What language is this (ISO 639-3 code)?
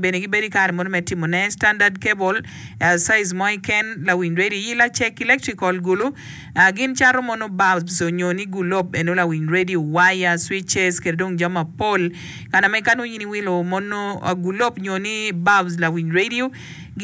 ach